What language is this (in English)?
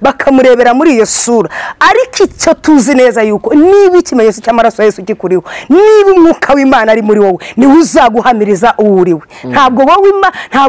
Kinyarwanda